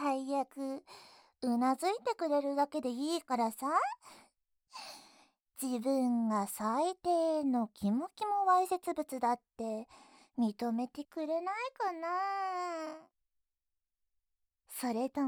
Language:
Japanese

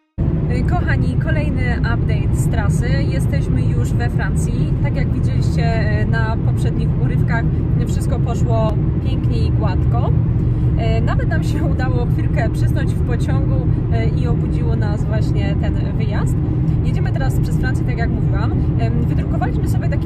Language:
Polish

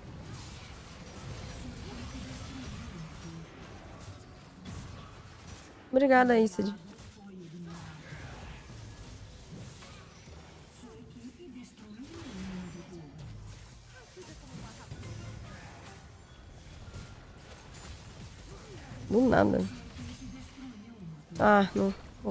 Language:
Portuguese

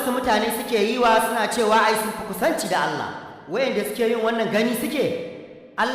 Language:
Hausa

